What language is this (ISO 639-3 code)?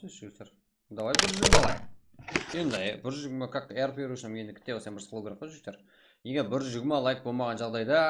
kaa